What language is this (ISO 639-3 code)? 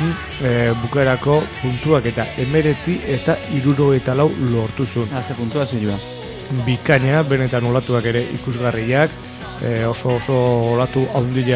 eus